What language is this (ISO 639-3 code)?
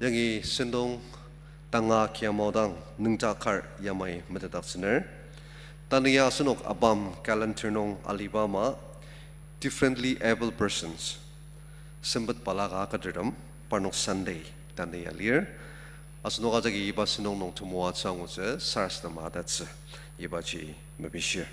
njo